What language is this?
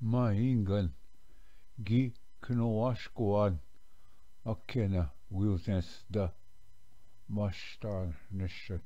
Ojibwa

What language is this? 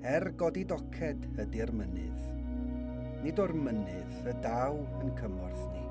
Welsh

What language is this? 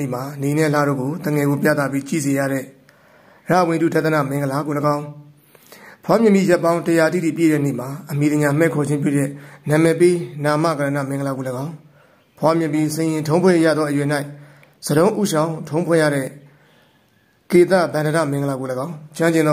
Burmese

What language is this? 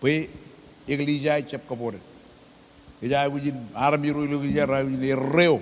Marshallese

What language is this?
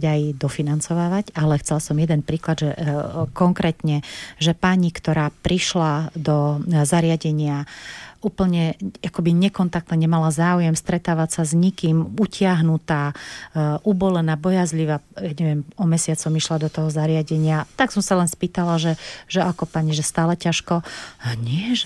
Slovak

